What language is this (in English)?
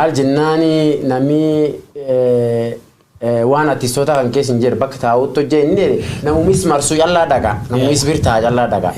Oromo